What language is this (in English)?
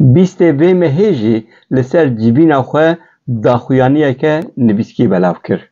Kurdish